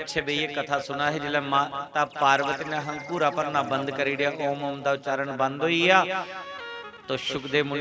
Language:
Dogri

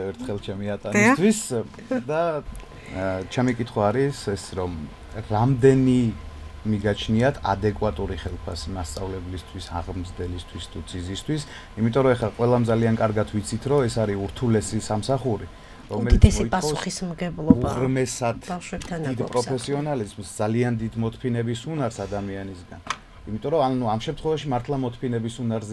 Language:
Georgian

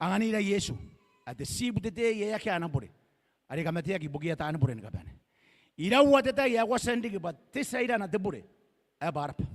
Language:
Gilbertese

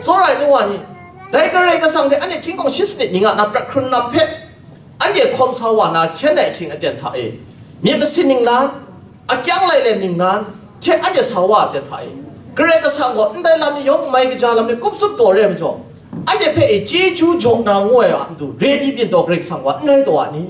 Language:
Kachin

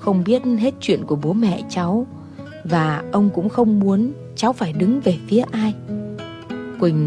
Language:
Vietnamese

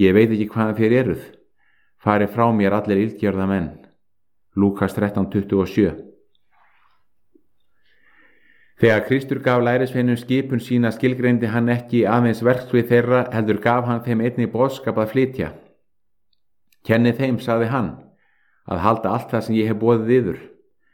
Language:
Icelandic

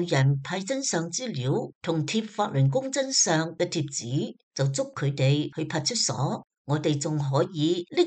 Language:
Cantonese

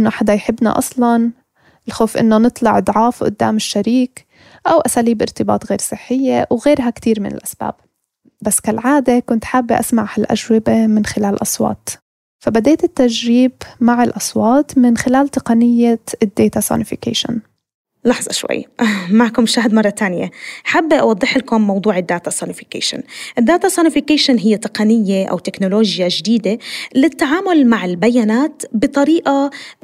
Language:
North Levantine Arabic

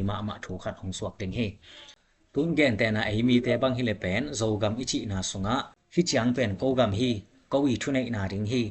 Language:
Tedim Chin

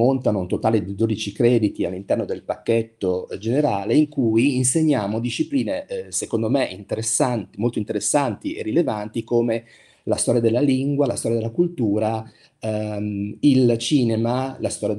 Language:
Italian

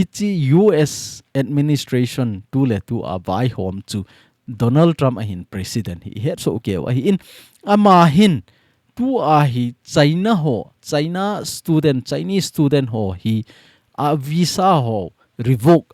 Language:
Thado Chin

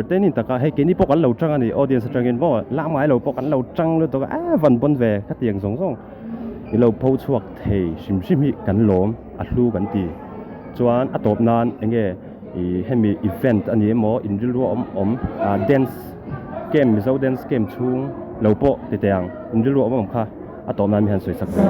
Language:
Mizo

